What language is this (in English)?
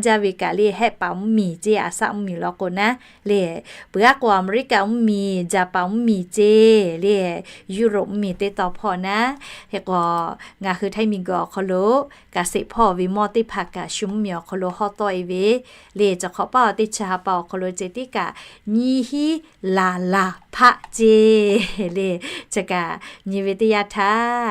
Lahu